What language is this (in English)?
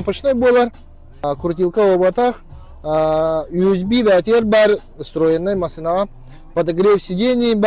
Yakut